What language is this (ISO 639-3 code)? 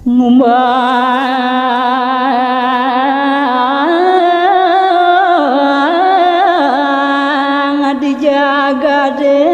ban